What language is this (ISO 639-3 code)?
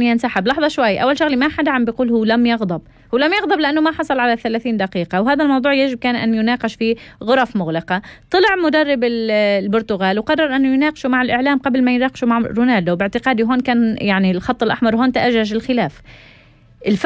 apc